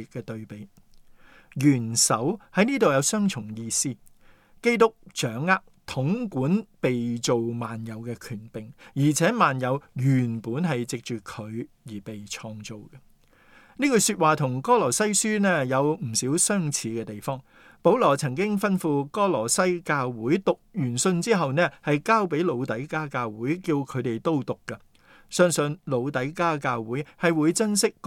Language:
Cantonese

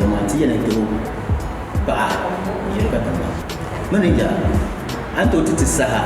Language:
Dagbani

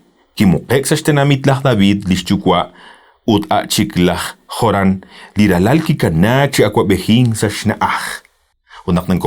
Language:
Kekchí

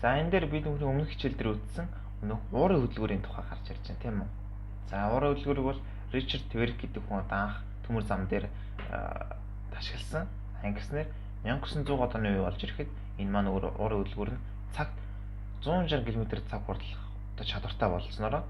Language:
Mongolian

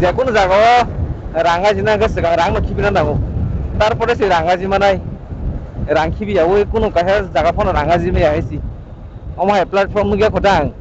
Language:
Kok Borok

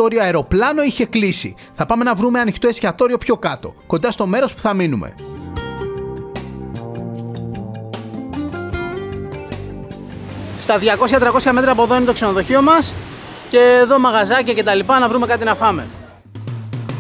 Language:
Greek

